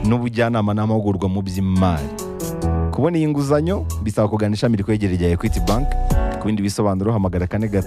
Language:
Kinyarwanda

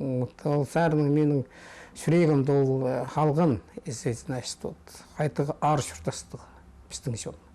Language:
Khakas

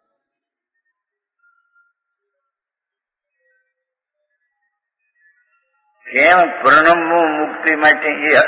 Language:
Gujarati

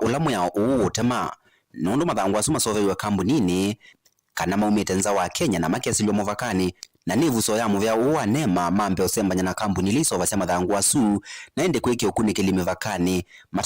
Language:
Kamba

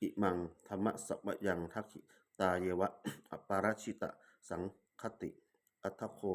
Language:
Pali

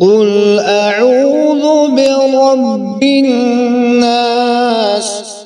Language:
Kashmiri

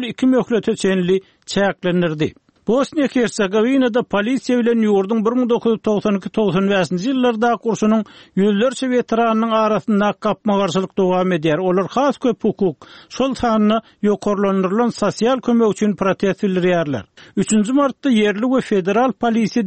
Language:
Turkmen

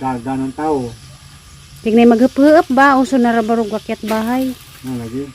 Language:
Cebuano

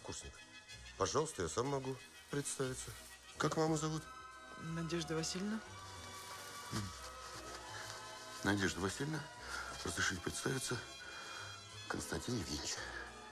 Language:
Russian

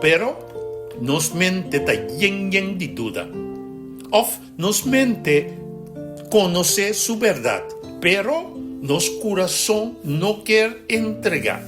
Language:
Papiamento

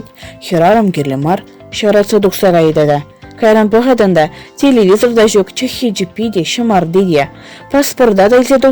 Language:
Chuvash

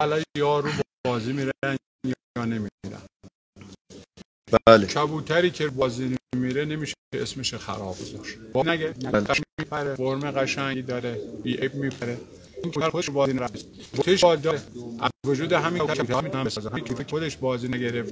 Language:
Persian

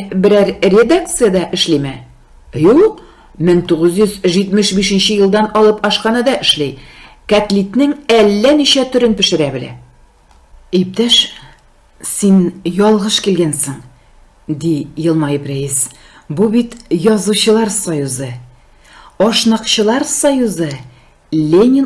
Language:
Tatar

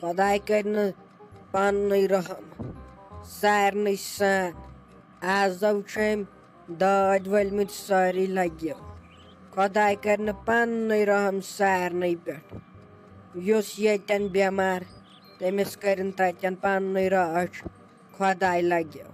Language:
Kashmiri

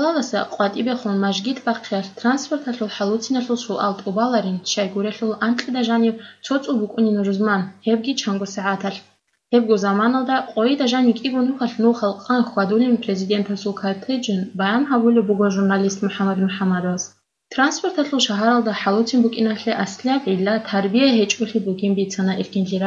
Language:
Avaric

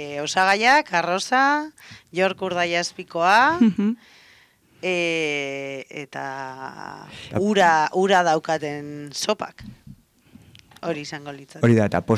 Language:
Basque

